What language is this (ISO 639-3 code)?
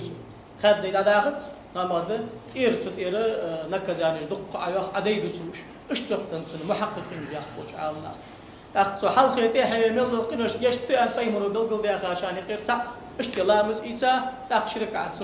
inh